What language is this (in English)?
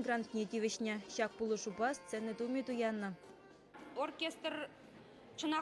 Chuvash